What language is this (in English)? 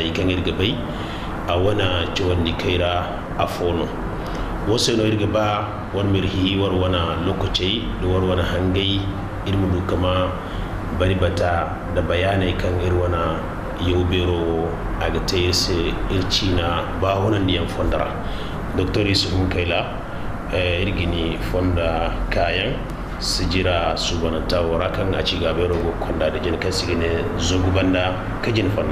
Zarma